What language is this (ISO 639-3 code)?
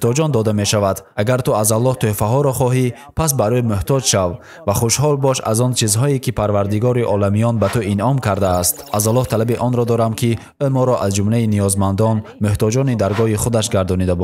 tgk